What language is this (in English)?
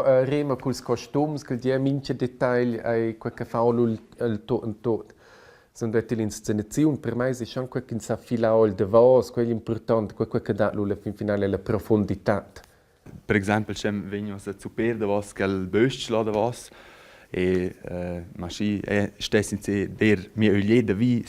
Romansh